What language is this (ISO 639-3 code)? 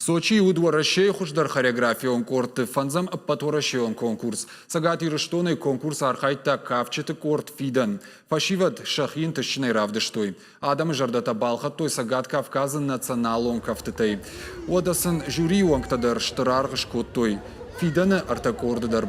oss